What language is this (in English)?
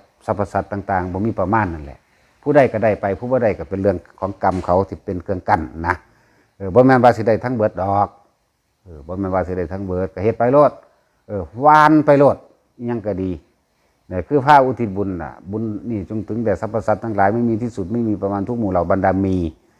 Northeastern Thai